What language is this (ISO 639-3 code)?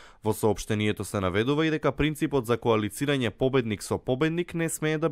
mkd